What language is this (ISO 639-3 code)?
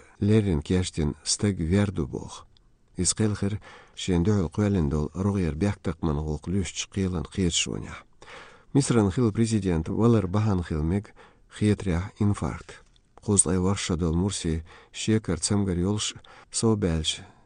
che